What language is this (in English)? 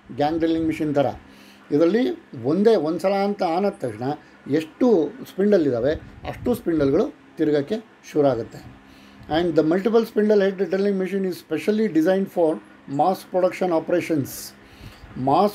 Kannada